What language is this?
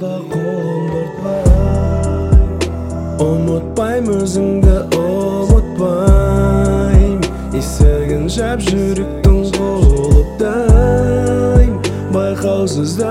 Kazakh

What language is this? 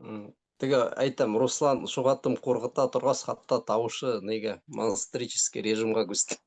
Bashkir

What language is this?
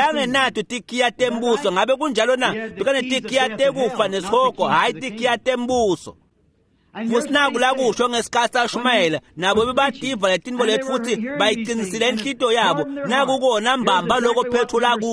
Swati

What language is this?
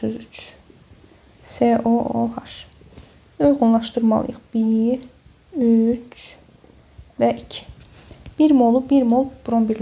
Azerbaijani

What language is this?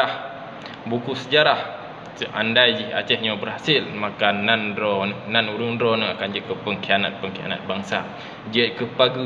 Achinese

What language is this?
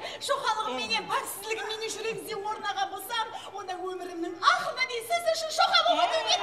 Kara-Kalpak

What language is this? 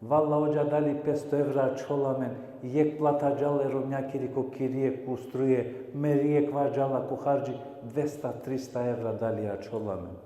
Balkan Romani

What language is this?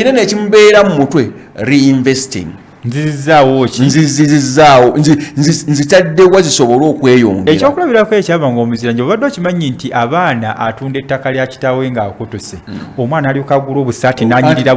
Ganda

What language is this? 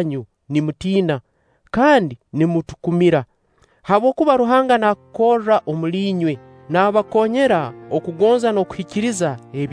Nyoro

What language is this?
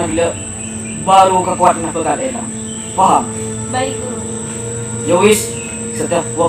Madurese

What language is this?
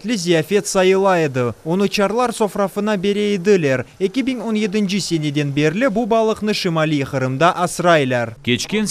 Crimean Tatar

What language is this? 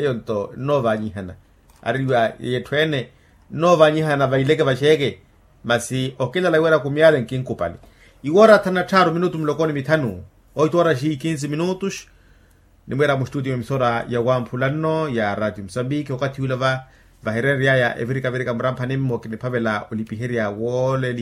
Makhuwa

